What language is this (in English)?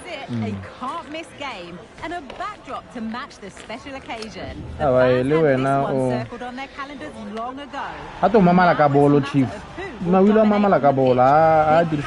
Tswana